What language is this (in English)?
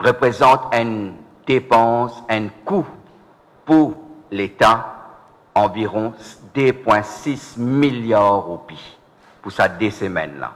Morisyen